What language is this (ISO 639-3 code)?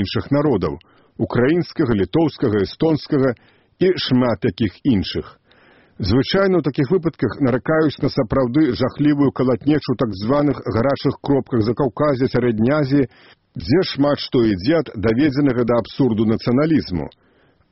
bel